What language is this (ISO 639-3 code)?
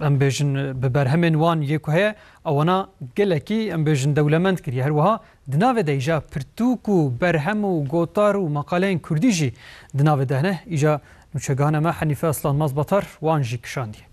kur